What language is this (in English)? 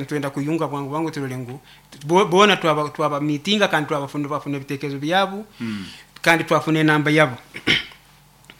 Nyoro